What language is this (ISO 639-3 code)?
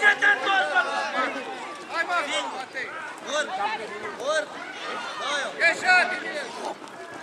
ron